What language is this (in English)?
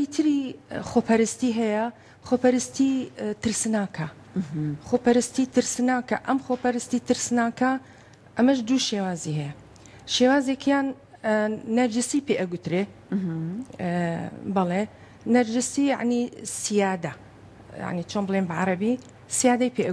Central Kurdish